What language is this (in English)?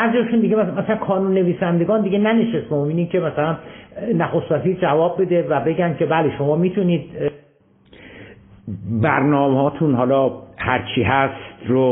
Persian